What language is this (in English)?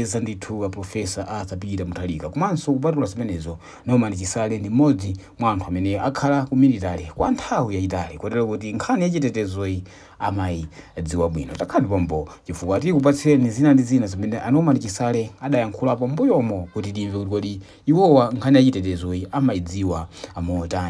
Nyanja